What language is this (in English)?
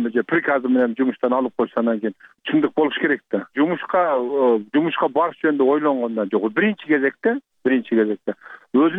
Kyrgyz